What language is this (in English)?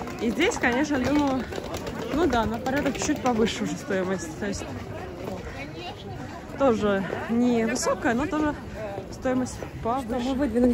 Russian